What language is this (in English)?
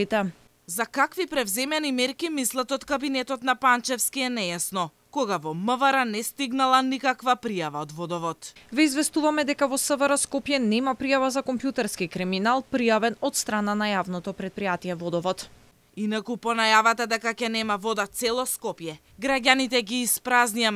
Macedonian